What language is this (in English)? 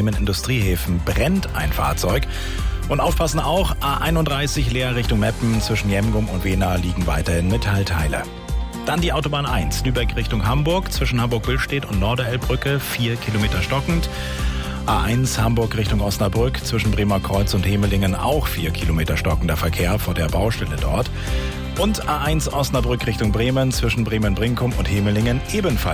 German